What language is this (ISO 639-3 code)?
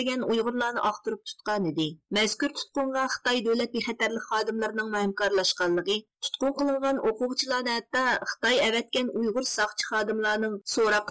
uig